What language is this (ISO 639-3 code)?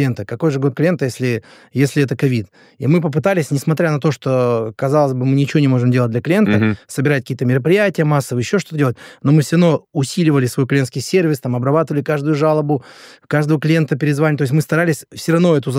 rus